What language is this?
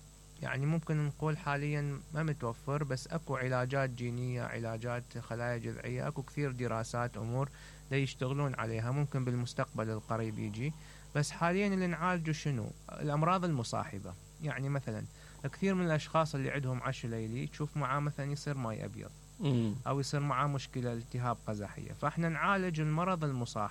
Mesopotamian Arabic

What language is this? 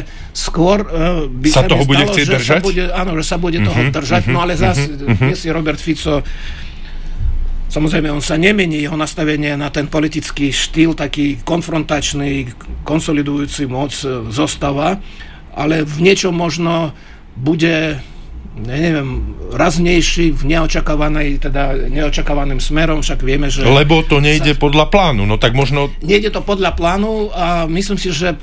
Slovak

